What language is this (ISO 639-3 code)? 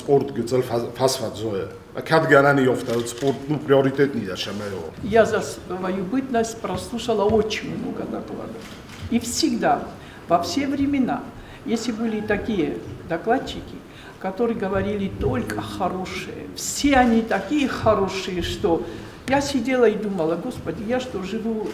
oss